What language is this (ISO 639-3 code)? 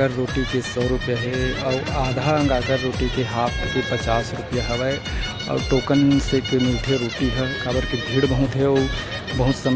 hne